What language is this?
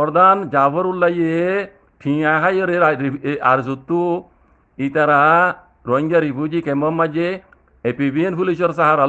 Rohingya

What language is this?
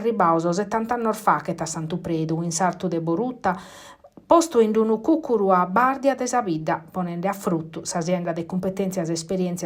Sardinian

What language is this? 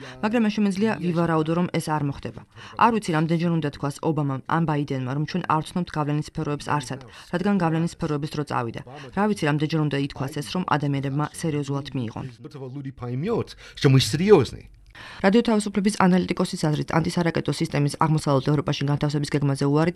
Georgian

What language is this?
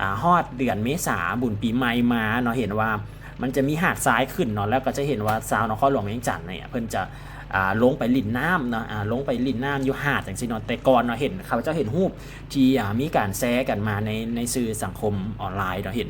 Lao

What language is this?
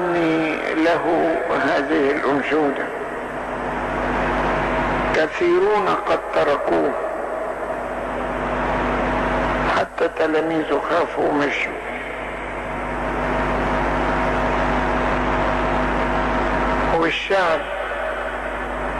Egyptian Arabic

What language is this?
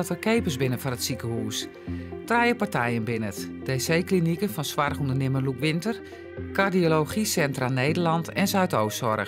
Western Frisian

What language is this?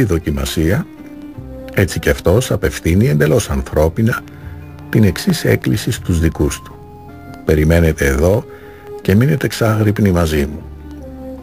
Greek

